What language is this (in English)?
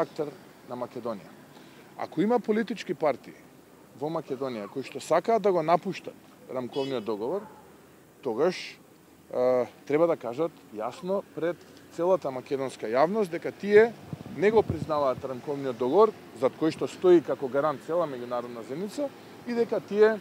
Macedonian